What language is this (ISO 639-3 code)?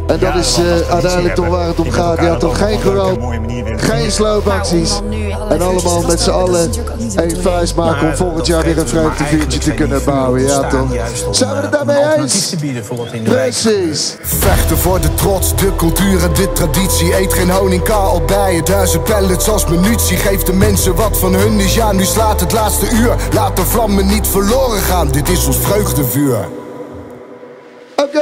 nld